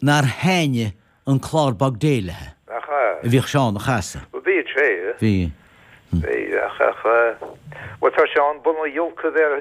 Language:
Irish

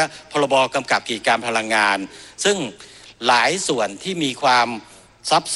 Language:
Thai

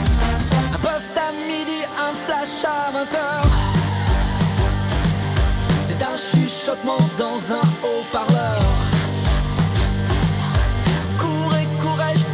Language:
French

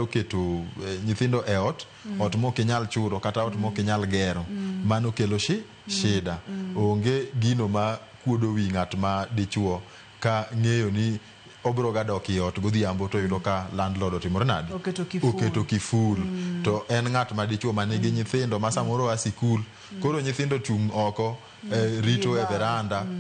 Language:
Luo (Kenya and Tanzania)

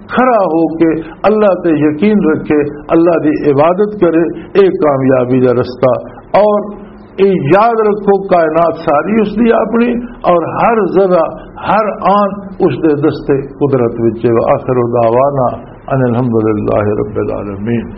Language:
Western Panjabi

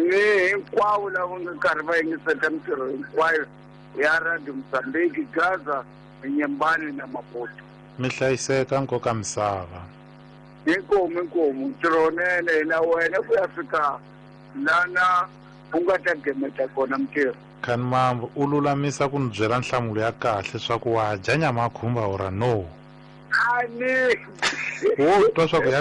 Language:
Tsonga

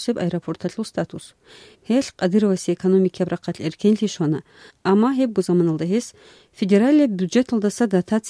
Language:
Avaric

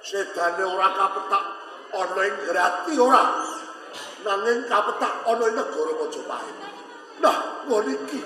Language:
Javanese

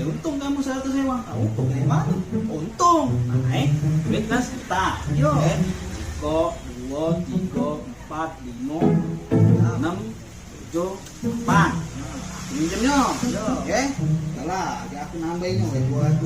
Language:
Musi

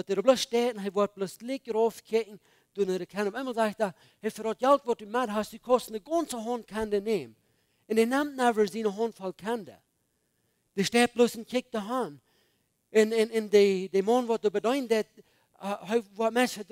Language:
Plautdietsch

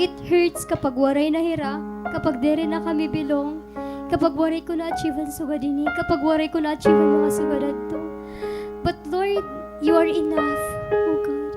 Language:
Waray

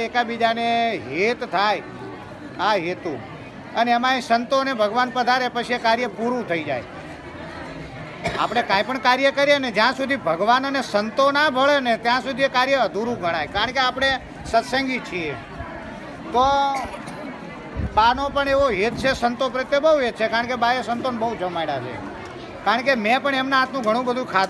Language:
Gujarati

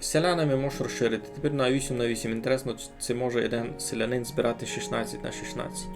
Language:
Rusyn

